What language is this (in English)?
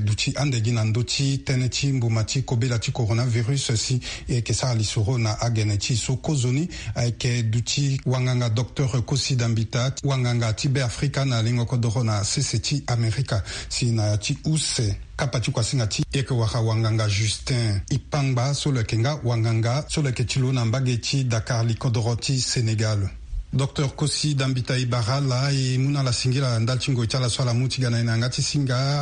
Sango